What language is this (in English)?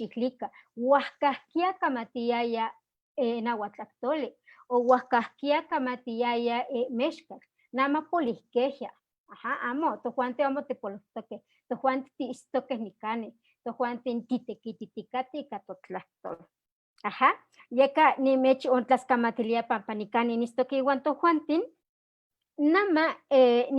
Eastern Huasteca Nahuatl